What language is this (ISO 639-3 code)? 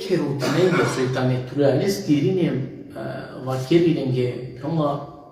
rmn